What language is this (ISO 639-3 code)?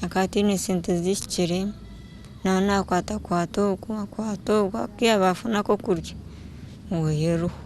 nyn